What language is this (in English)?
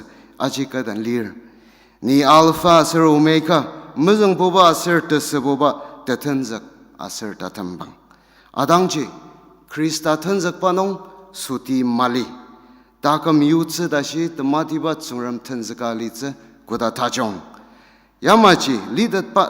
Ao Naga